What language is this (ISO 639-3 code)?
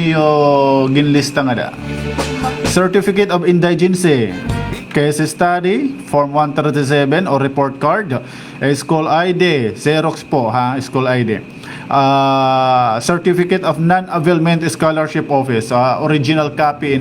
war